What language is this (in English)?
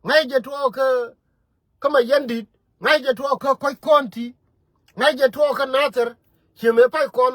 Nuer